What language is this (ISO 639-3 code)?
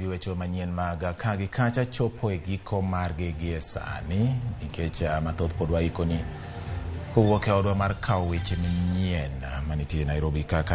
luo